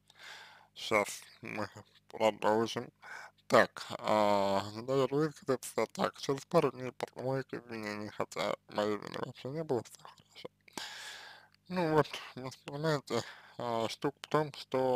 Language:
Russian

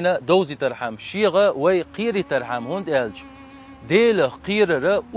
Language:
Chechen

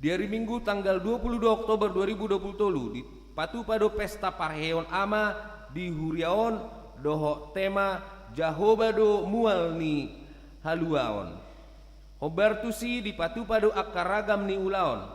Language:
Batak Toba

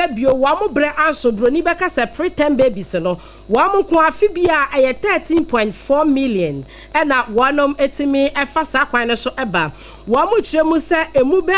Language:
Akan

